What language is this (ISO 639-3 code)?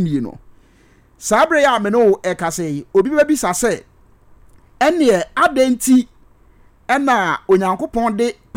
aka